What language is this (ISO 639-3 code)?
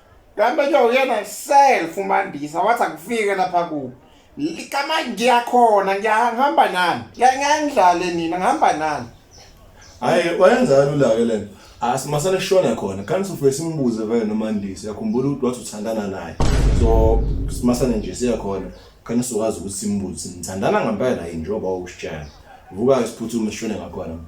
zul